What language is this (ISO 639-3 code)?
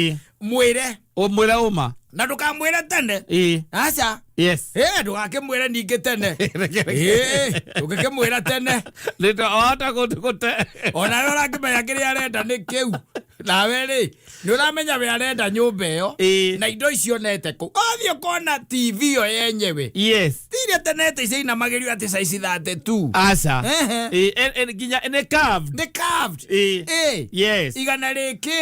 kik